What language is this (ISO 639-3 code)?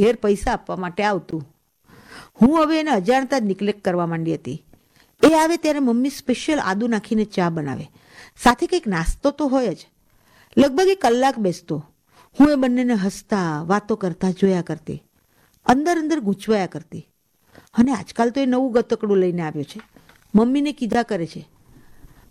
guj